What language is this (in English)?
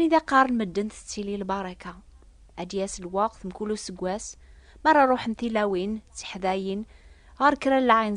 Kabyle